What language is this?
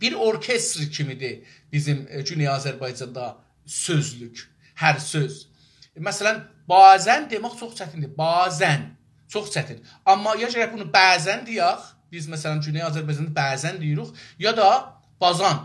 South Azerbaijani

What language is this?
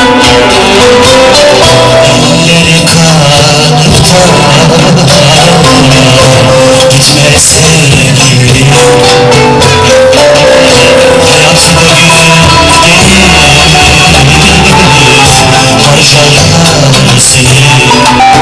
Turkish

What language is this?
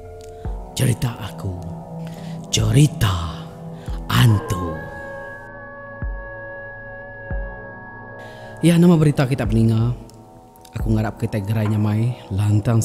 Iban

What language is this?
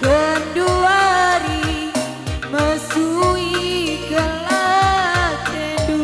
Batak Karo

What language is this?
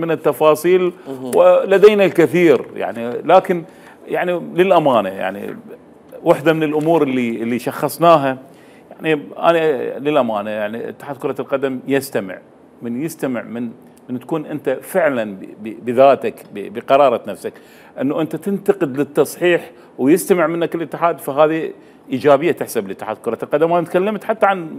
Mesopotamian Arabic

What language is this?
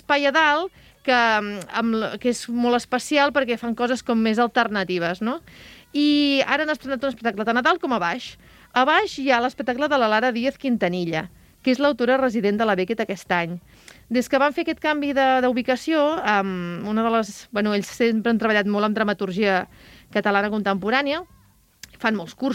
Catalan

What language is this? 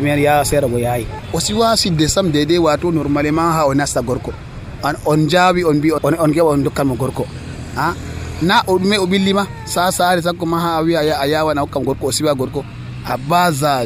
Nigerian Fulfulde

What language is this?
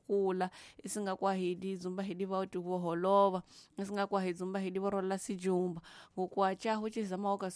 Tsonga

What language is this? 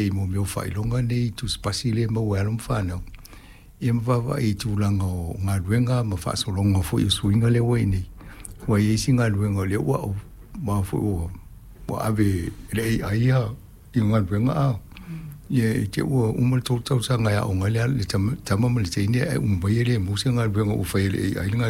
Samoan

